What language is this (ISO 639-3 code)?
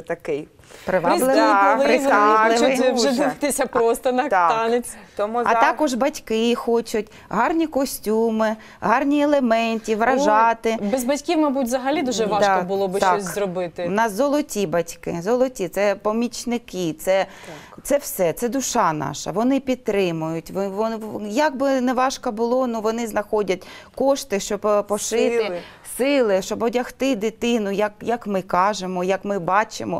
ukr